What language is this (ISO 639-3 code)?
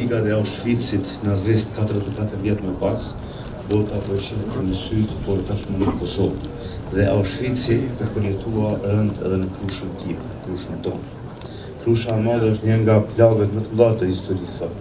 sqi